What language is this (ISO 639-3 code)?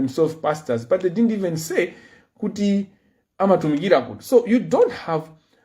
nya